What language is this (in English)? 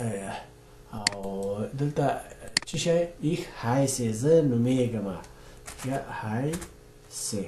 Pashto